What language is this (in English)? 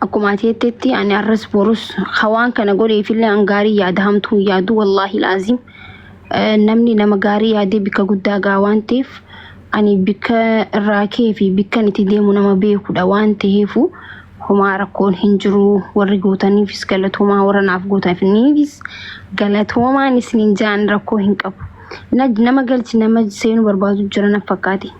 Oromo